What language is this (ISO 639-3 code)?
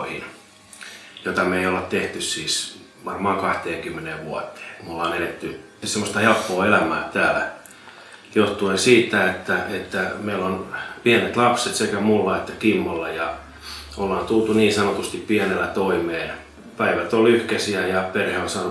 fin